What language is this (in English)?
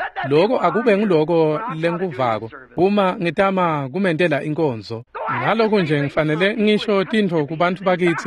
Swati